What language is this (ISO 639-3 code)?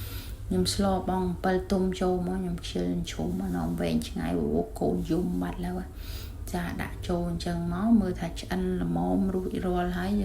khm